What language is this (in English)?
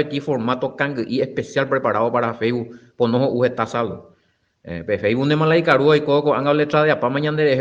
Guarani